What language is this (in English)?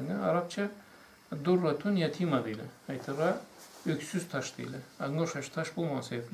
Karachay-Balkar